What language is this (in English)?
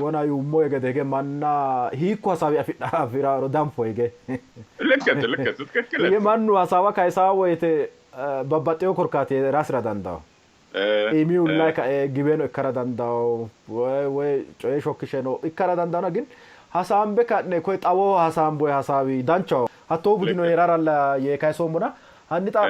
Sidamo